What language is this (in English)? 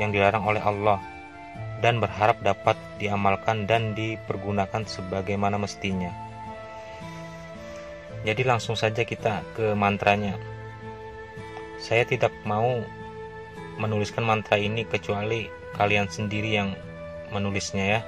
Indonesian